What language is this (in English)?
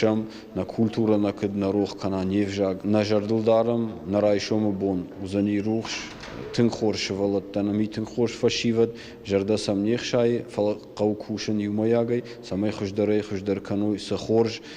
Ossetic